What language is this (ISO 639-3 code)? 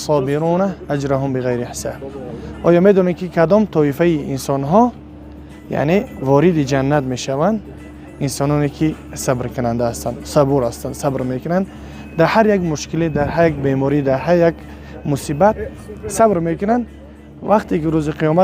tgk